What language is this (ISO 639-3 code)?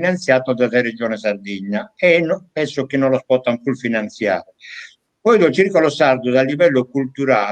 srd